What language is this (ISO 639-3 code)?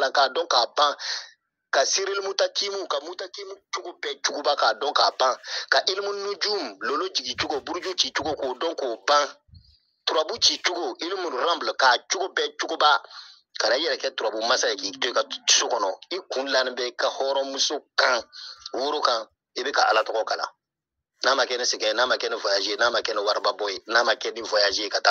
bam